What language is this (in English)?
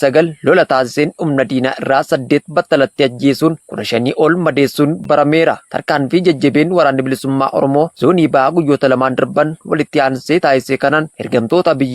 Oromo